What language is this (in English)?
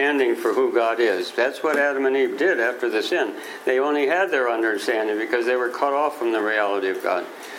English